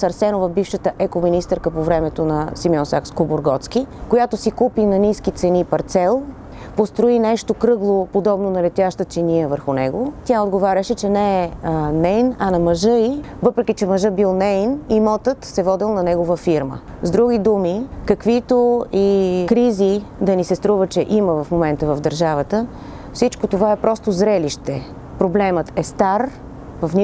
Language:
Bulgarian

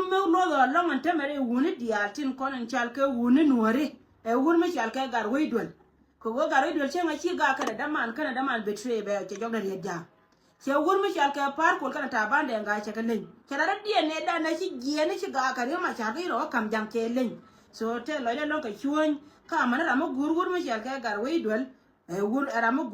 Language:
Nuer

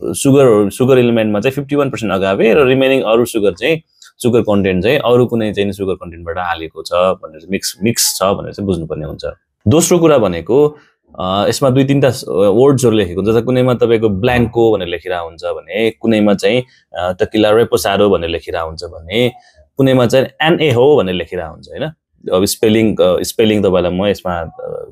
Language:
Nepali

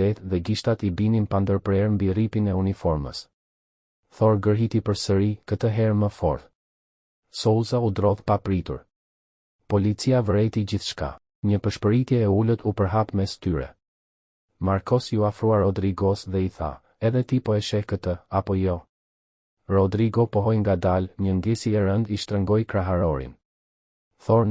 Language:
Albanian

